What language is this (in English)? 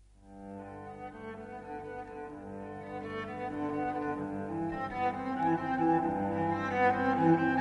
Serbian